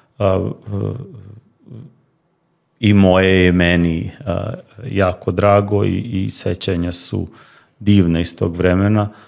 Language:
Serbian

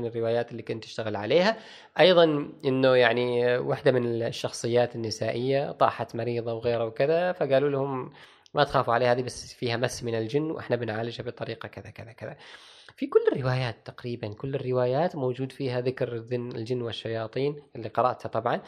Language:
Gulf Arabic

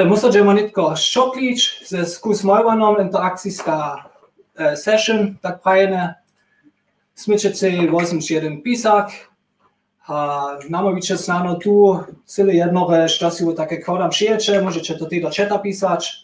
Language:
Upper Sorbian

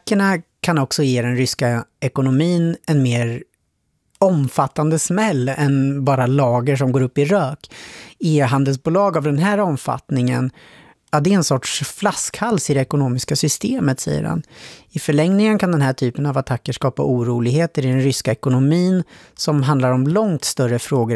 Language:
Swedish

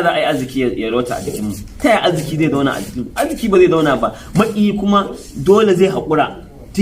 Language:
Hausa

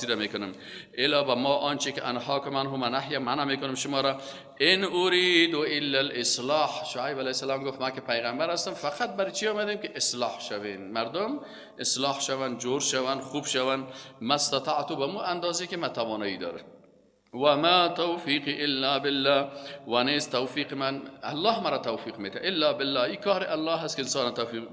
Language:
Persian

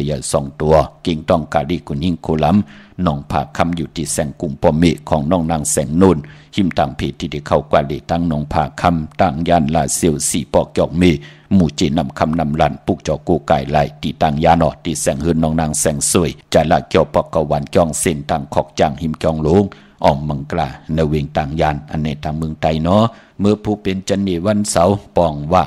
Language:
Shan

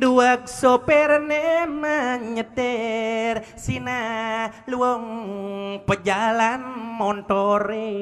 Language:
Balinese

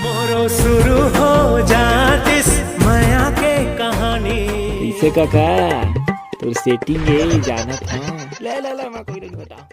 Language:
Chhattisgarhi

